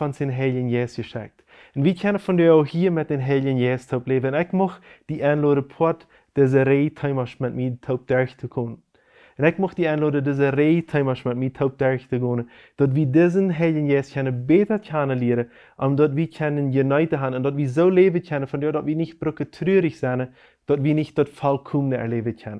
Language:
Plautdietsch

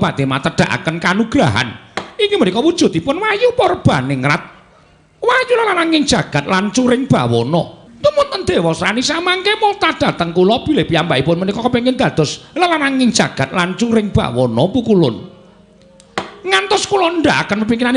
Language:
Javanese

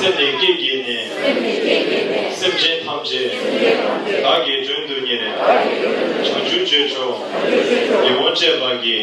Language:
Tibetan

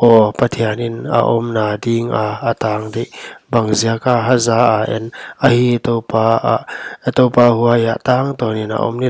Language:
Paite Chin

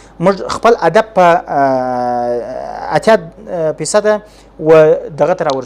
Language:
Pashto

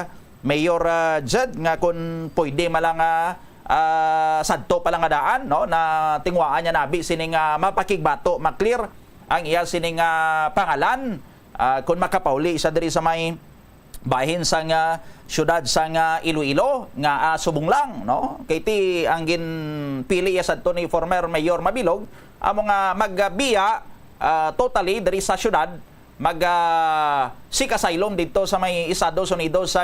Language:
Hiligaynon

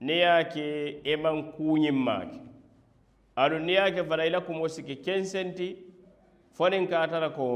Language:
Mandingo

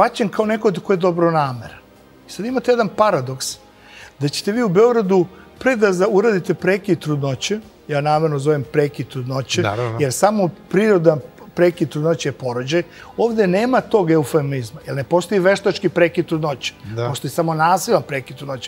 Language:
Serbian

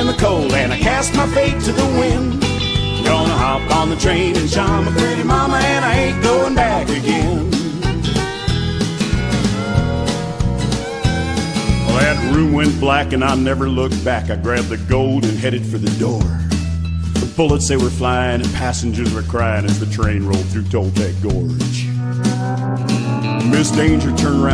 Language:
English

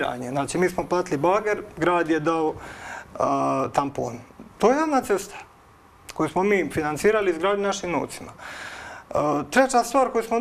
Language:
Croatian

